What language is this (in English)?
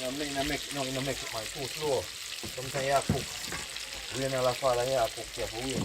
Jamaican Creole English